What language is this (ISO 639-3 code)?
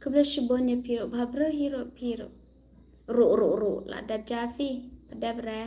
kha